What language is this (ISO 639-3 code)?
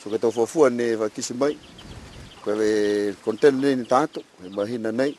niu